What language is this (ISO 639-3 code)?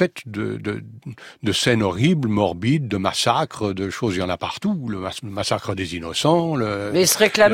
fra